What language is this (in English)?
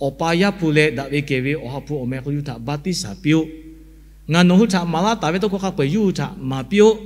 Lahu